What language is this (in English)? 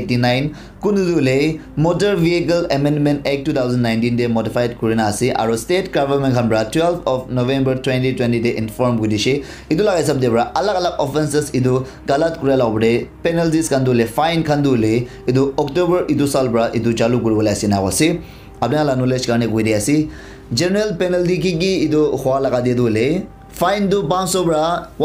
Naga Pidgin